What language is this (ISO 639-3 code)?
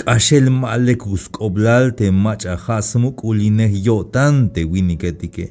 tzh